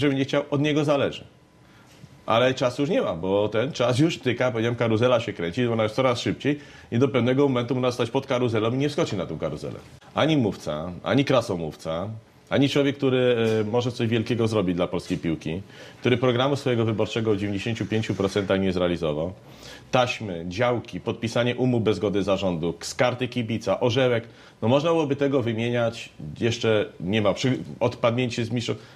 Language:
Polish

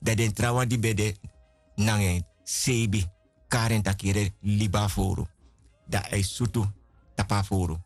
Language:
Sranan Tongo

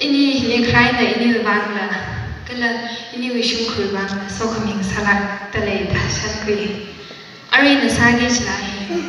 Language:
Tangkhul Naga (India)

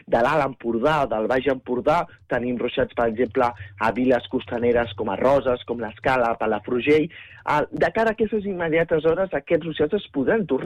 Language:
Catalan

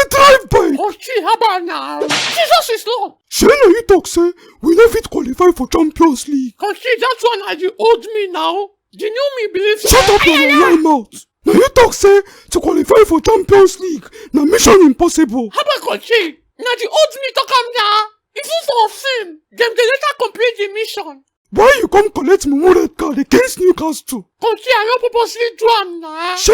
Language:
Nigerian Pidgin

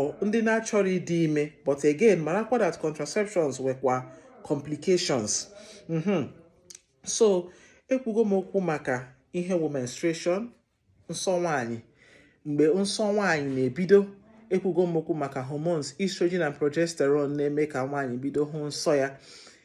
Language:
Igbo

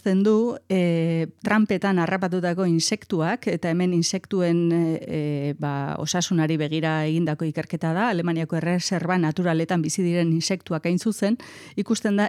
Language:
Basque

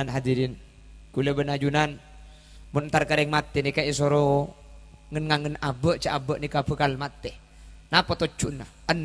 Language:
Madurese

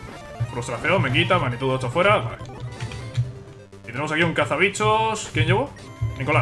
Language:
Spanish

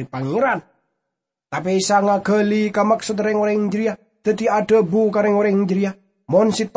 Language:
Madurese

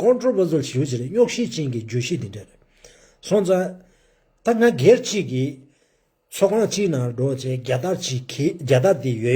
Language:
Tibetan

